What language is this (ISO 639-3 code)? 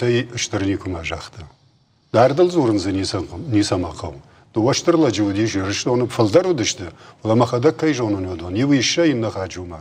oss